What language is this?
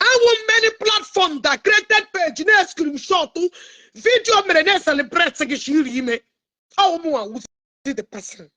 Igbo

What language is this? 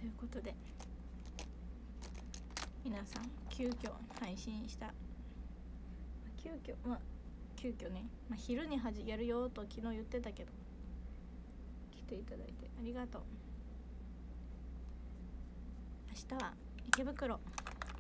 Japanese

